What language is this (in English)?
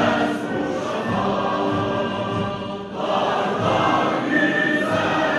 Turkish